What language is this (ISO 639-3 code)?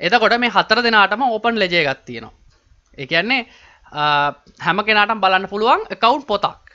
sin